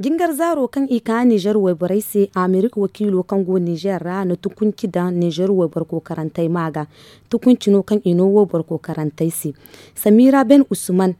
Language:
Zarma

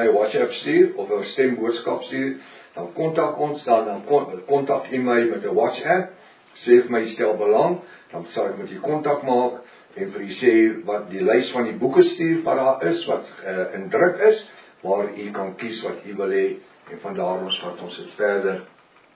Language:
Afrikaans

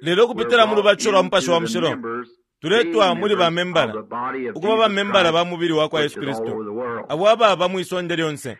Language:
Bemba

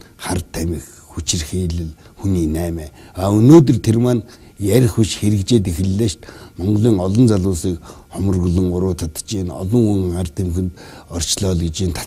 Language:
Mongolian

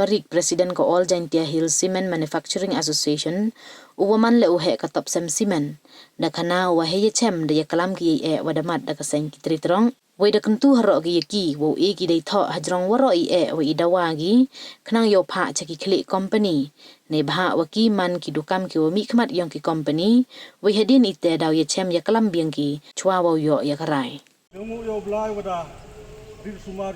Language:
Pnar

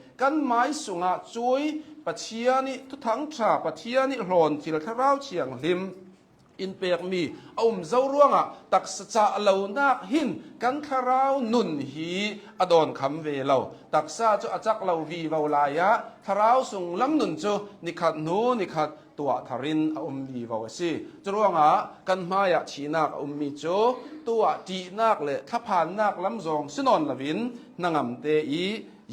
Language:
Hakha Chin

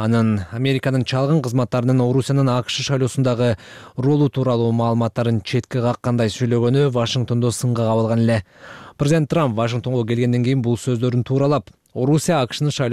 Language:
Kyrgyz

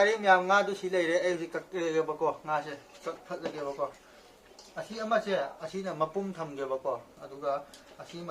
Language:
Manipuri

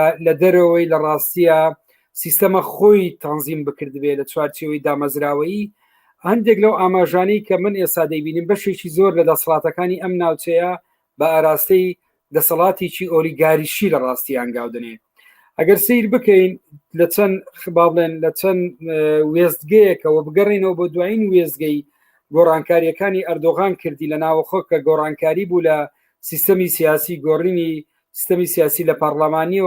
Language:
Central Kurdish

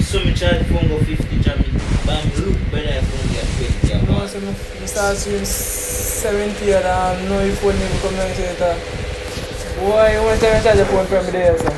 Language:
Jamaican Creole English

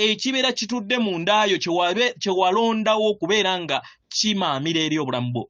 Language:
Ganda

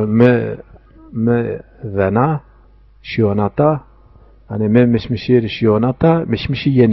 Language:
Zaza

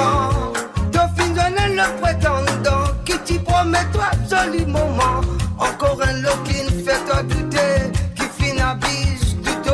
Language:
Morisyen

